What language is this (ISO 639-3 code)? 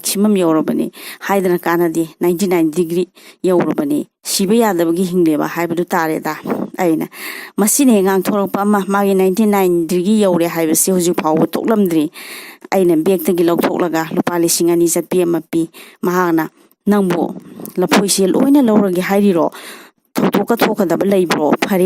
mni